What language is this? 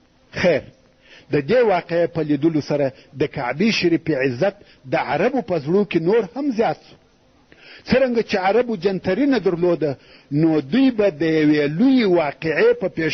Pashto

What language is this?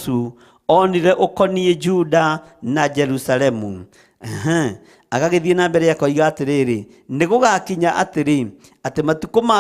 Kikuyu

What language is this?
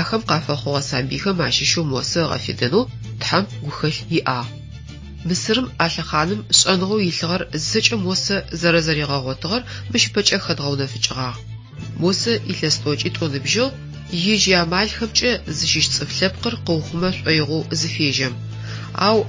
Adyghe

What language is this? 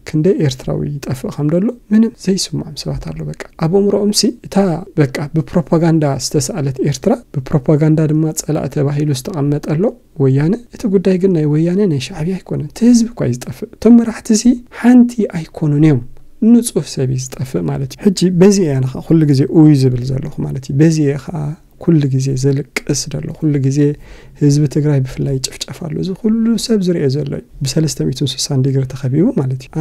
Tigrinya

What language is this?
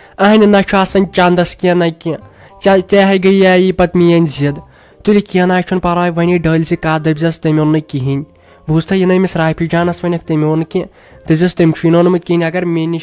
Kashmiri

